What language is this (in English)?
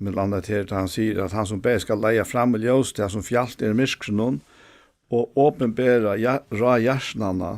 Faroese